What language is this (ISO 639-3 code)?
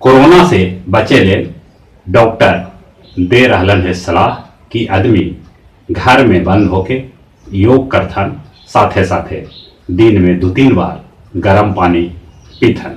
mag